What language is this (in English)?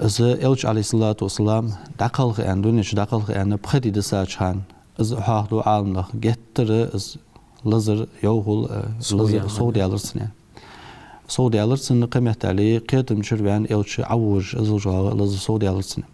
Ingush